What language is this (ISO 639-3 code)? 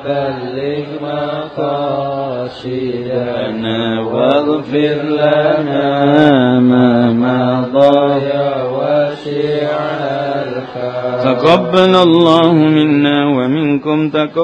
jav